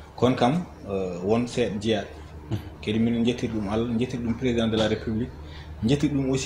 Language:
Fula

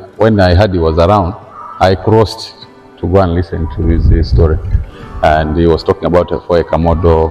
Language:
Nyankole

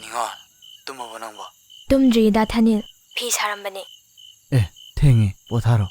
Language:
Manipuri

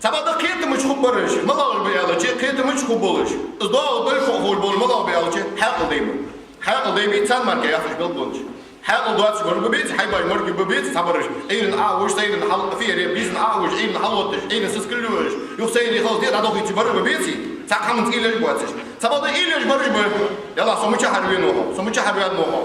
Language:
Ingush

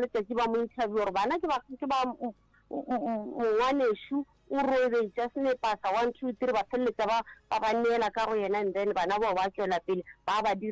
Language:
Northern Sotho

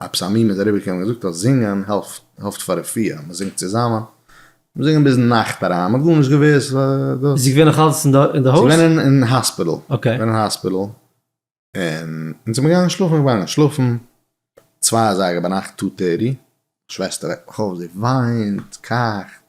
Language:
Yiddish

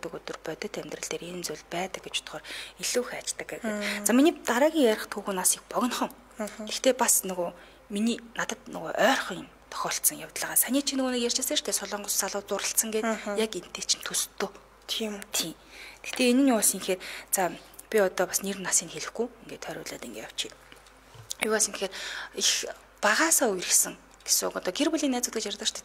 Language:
Mongolian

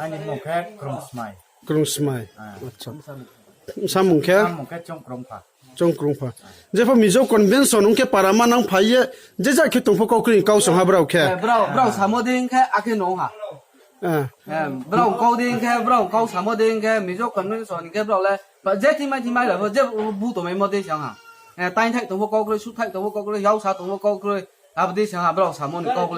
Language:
Riang (India)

